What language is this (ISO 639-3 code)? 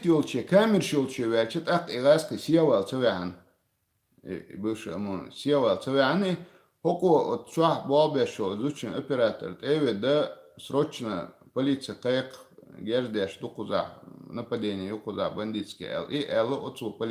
che